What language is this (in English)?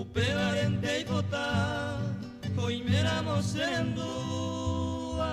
Guarani